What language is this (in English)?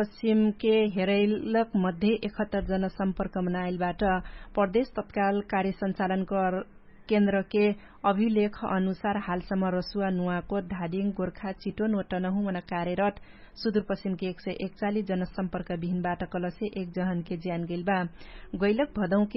Dangaura Tharu